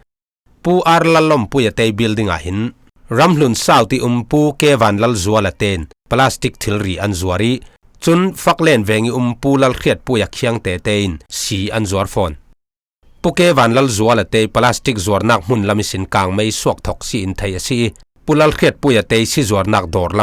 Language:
Falam Chin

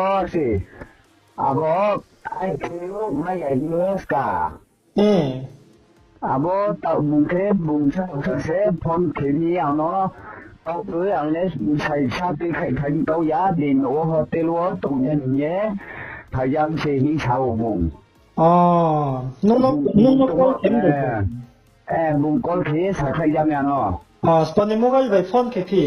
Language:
Riang (India)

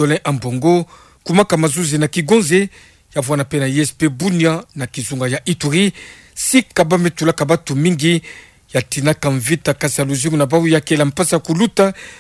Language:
Kituba (Democratic Republic of Congo)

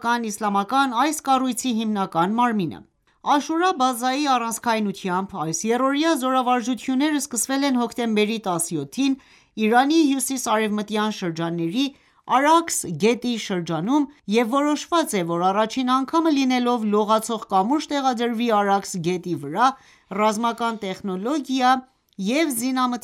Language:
Armenian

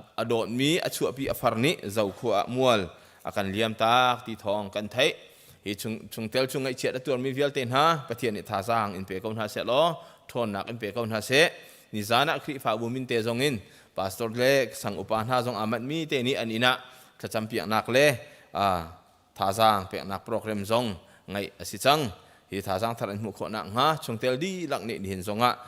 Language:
Hakha Chin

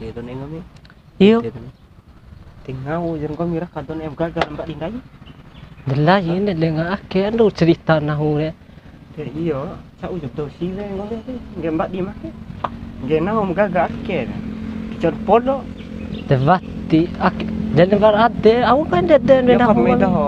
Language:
Bima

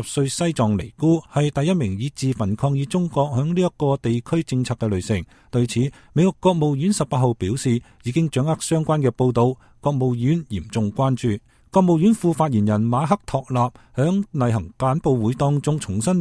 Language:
Cantonese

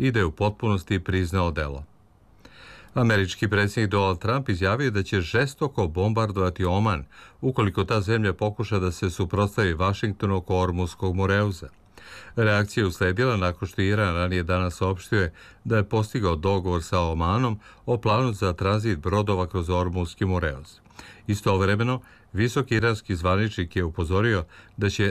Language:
Serbian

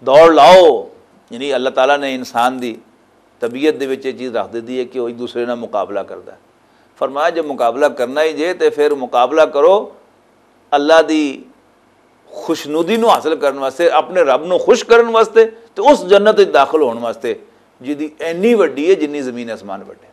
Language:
Western Panjabi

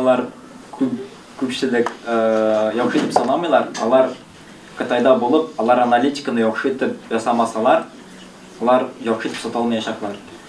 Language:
Tatar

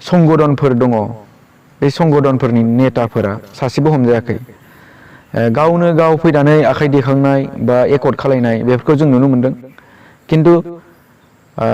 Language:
Bodo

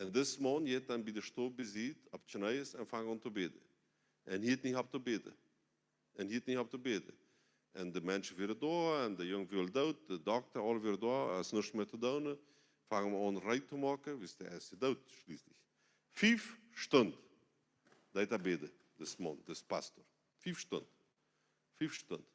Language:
Plautdietsch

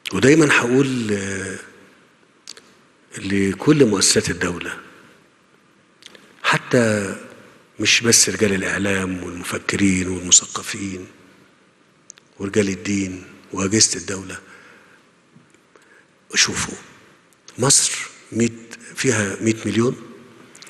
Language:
Egyptian Arabic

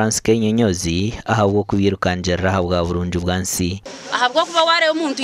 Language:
Nyankole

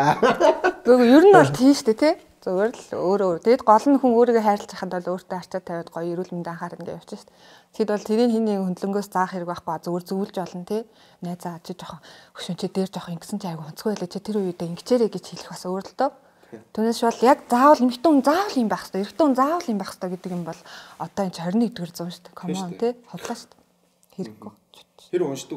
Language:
Mongolian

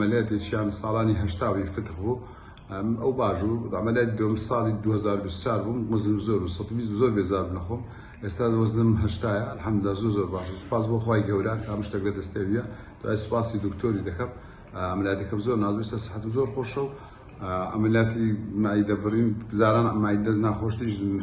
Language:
Central Kurdish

